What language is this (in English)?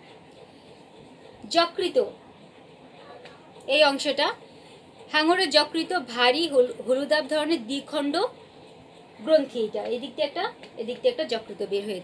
Bangla